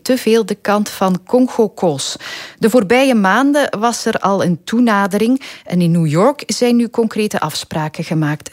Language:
Dutch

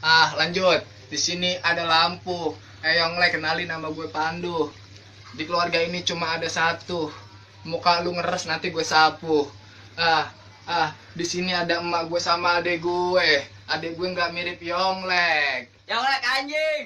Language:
Sundanese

